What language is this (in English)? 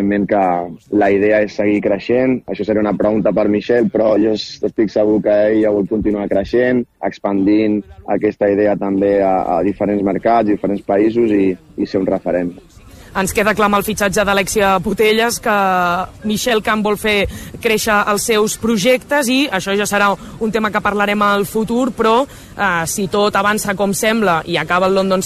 Catalan